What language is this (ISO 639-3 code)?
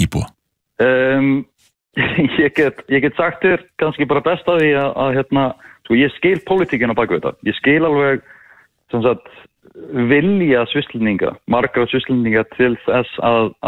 isl